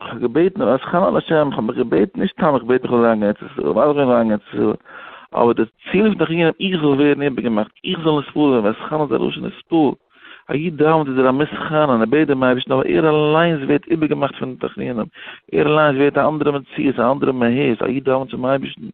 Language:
Yiddish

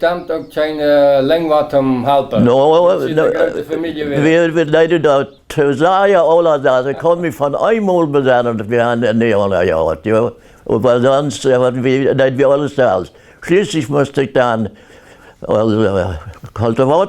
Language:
Plautdietsch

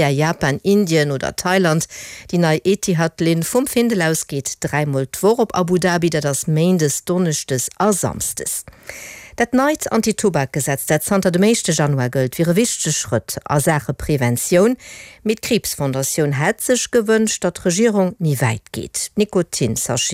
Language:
Luxembourgish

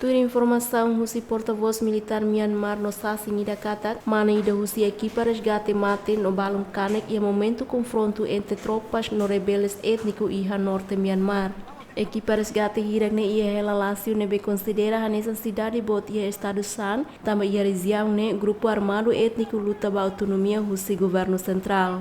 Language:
Tetum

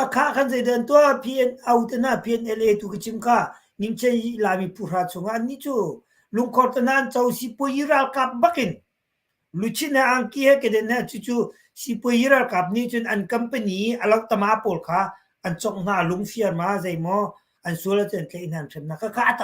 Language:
Hakha Chin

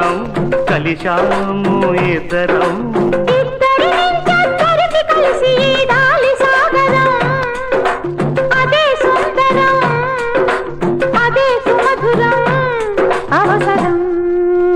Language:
Telugu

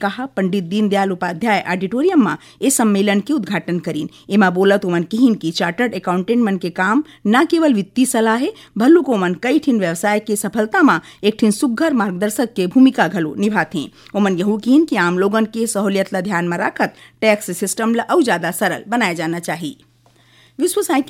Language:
Chhattisgarhi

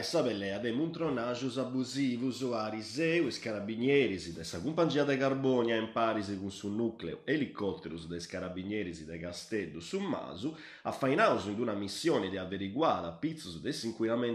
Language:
Sardinian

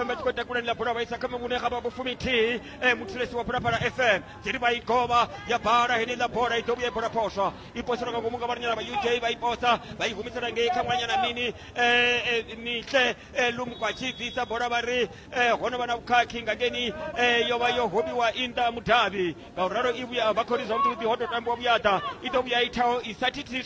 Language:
Venda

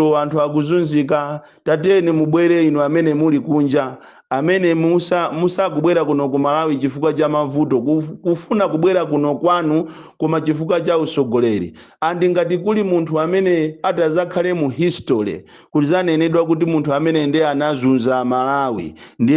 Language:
Nyanja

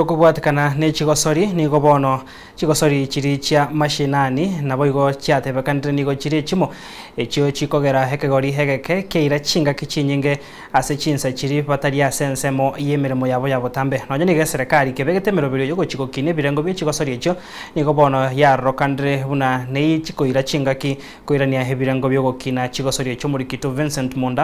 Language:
Gusii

